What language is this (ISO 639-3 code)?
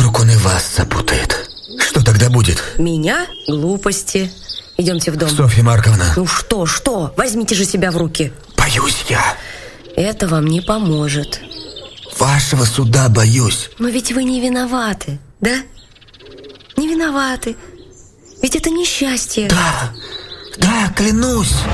rus